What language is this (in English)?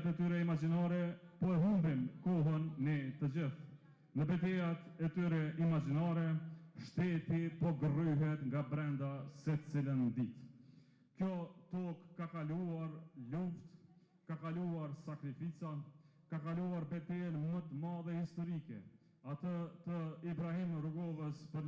Albanian